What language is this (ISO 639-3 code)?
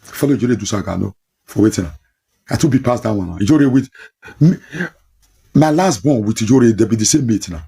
pcm